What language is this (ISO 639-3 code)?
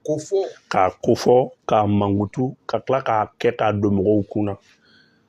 bam